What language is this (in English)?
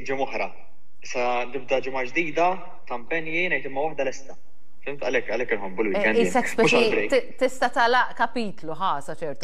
Maltese